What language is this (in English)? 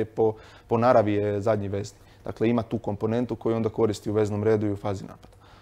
Croatian